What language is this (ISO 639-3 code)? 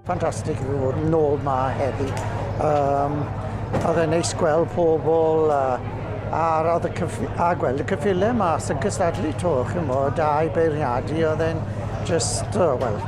cym